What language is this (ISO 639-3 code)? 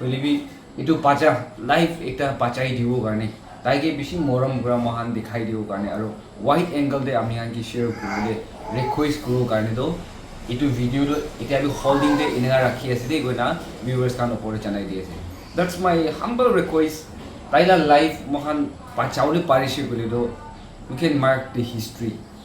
nag